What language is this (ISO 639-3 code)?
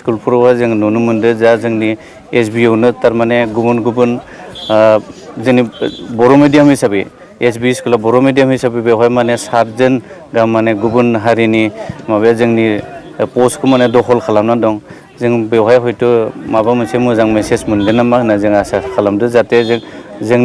brx